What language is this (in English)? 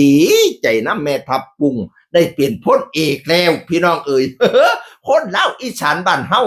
Northeastern Thai